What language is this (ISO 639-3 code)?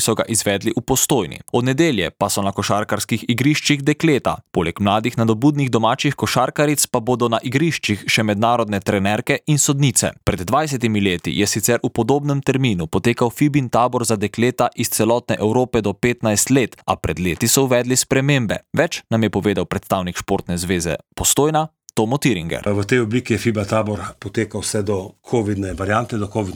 slv